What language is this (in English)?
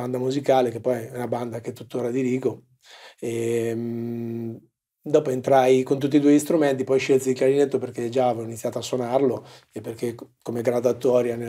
Italian